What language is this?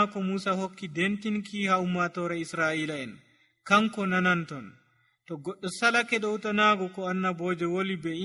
Nigerian Fulfulde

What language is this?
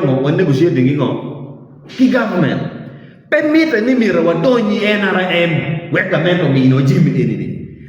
Acoli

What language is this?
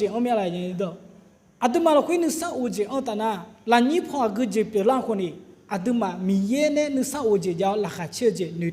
Akha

